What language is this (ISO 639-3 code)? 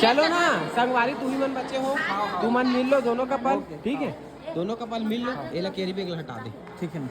hne